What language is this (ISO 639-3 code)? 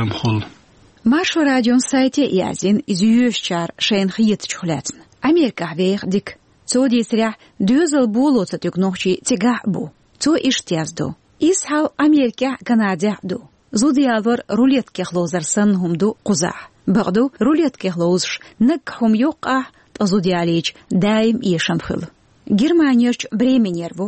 che